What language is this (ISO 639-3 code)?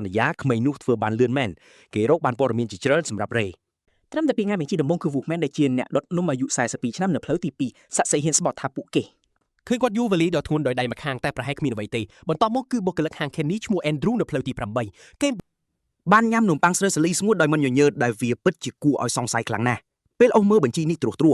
khm